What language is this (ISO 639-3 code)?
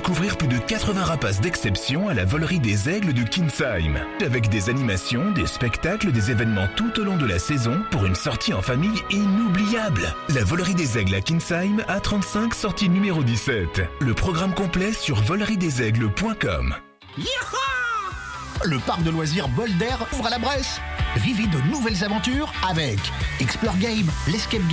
fra